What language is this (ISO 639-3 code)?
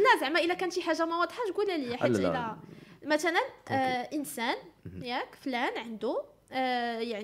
ary